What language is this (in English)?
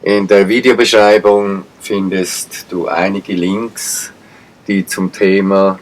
Swiss German